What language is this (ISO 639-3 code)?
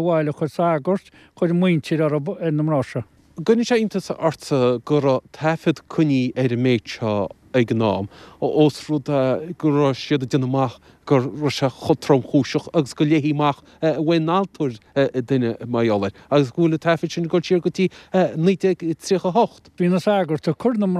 gle